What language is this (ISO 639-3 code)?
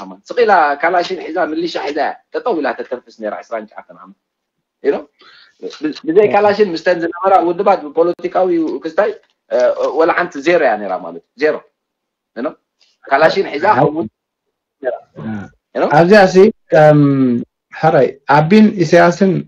tir